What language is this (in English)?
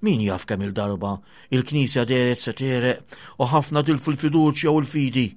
Maltese